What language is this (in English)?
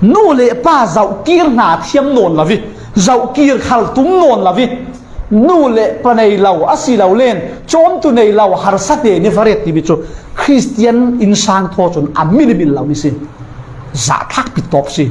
Falam Chin